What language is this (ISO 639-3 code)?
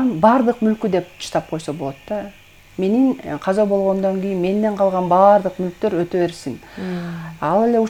kir